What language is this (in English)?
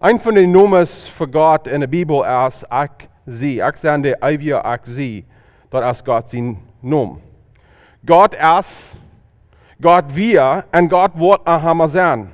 Plautdietsch